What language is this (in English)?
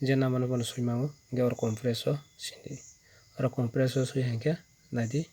Kok Borok